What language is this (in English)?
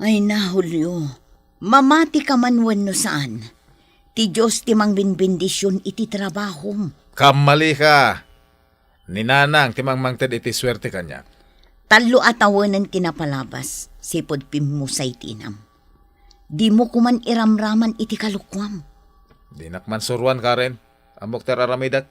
Iloko